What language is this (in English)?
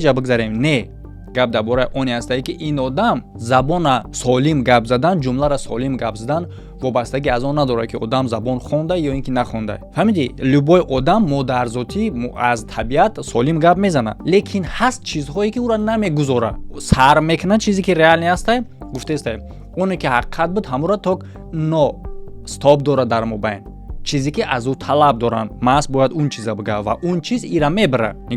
Tajik